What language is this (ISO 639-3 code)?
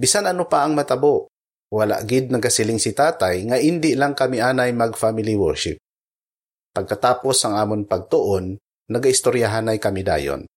hil